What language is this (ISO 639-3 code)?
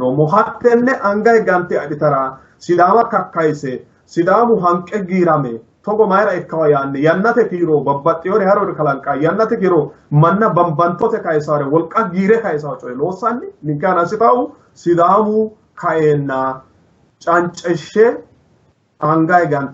sid